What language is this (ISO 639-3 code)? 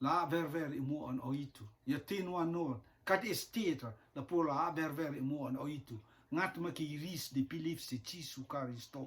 rtm